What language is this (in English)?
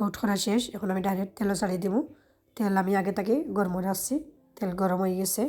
Sylheti